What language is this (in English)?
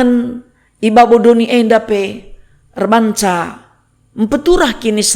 Batak Karo